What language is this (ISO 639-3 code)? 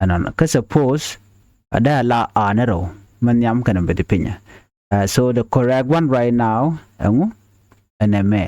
nus